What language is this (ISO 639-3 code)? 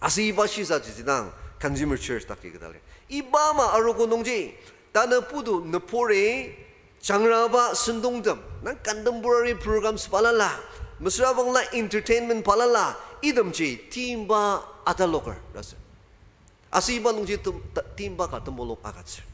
njo